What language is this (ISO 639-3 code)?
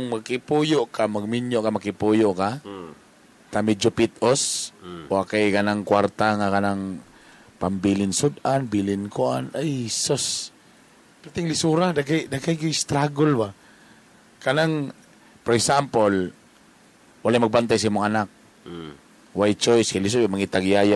ceb